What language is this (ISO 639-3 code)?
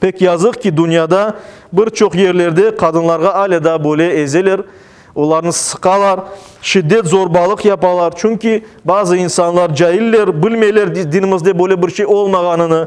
crh